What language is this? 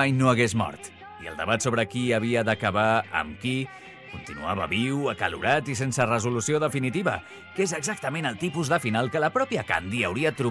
Catalan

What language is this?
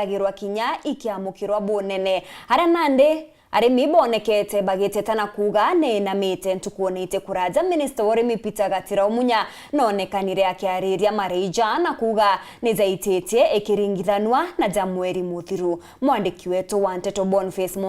Meru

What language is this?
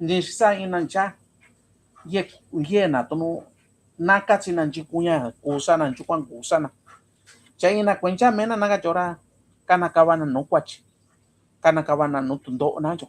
Mixtepec Mixtec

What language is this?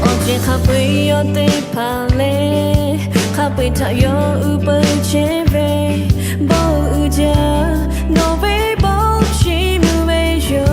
Lahu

